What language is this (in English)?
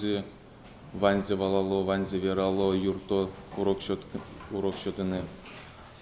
Udmurt